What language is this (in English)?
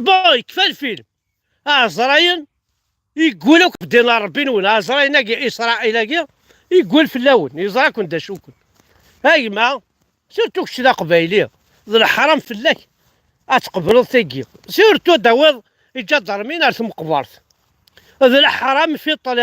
Kabyle